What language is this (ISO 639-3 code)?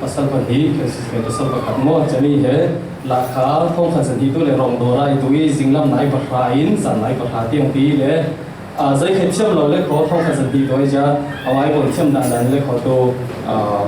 cfm